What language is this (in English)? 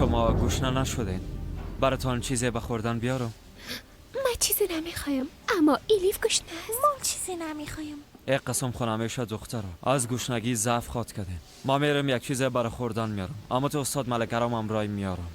Persian